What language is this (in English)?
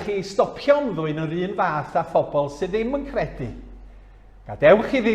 Welsh